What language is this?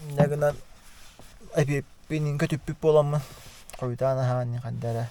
Yakut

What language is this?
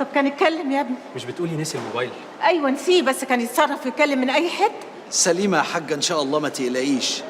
Egyptian Arabic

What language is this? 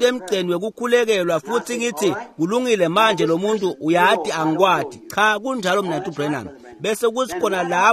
Swati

